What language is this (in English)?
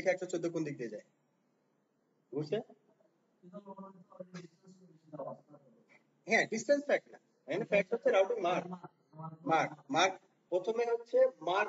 Bangla